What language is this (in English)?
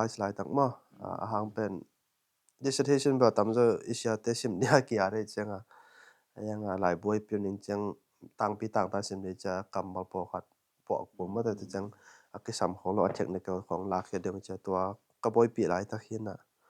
Tedim Chin